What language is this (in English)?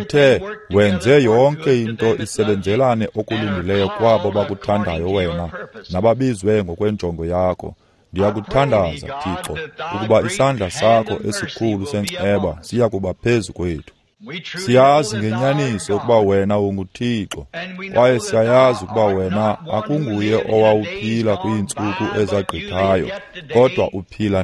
Xhosa